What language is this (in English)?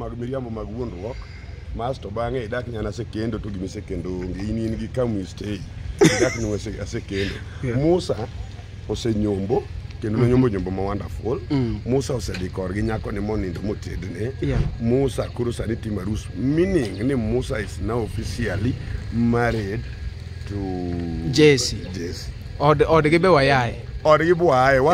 Luo (Kenya and Tanzania)